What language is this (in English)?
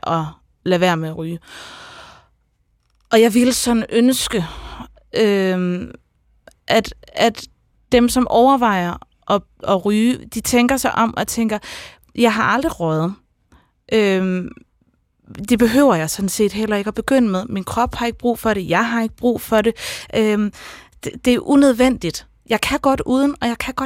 Danish